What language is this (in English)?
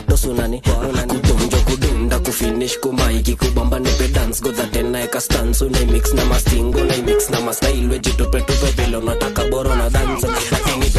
Swahili